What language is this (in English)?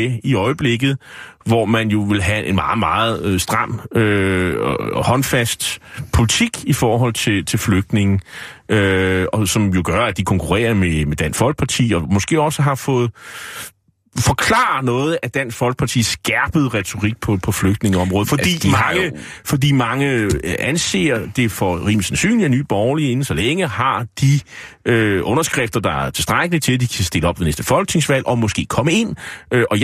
Danish